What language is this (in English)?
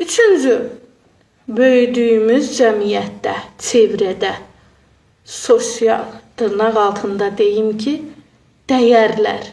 Azerbaijani